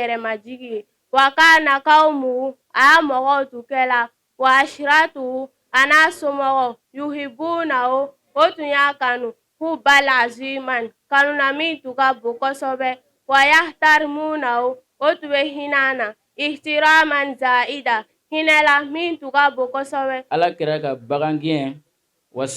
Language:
Bambara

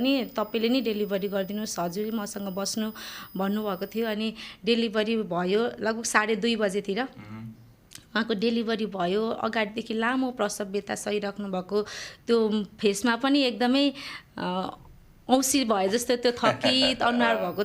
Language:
Nepali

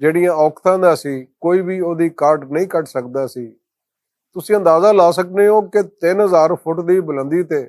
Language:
Western Panjabi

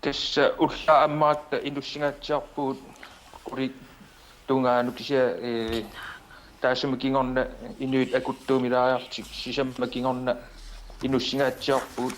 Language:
Kalaallisut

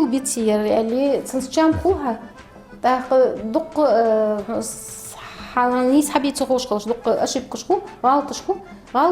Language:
Ingush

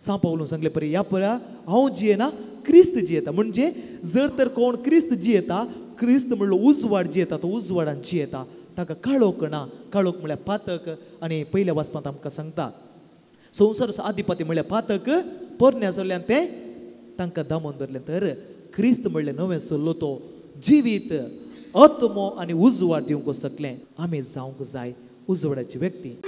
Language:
Konkani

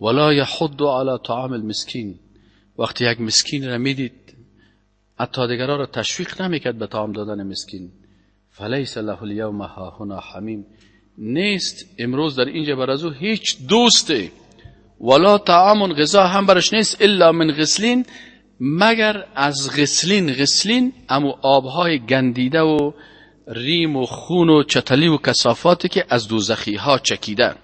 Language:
Persian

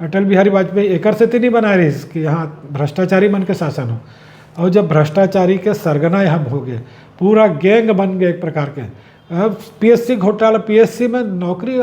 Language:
Chhattisgarhi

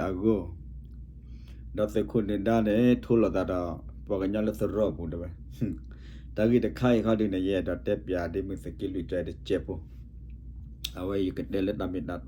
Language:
S'gaw Karen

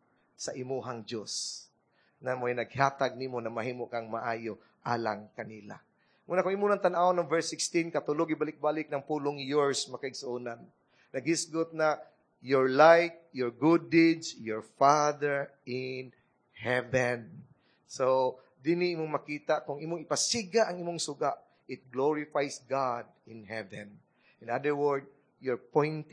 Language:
Cebuano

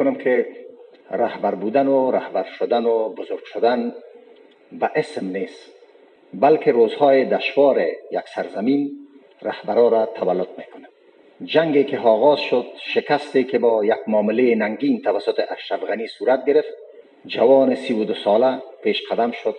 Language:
Persian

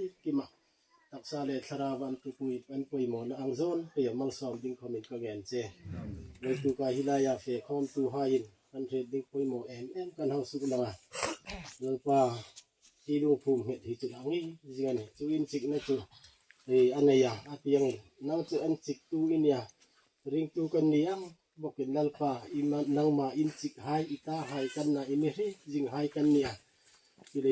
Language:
Hmar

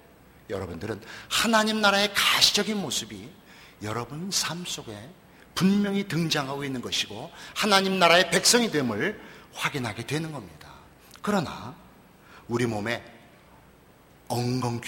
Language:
Korean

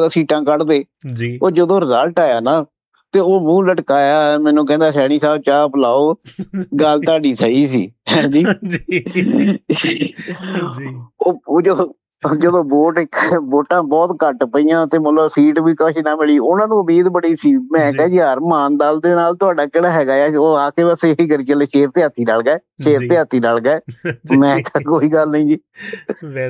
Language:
Punjabi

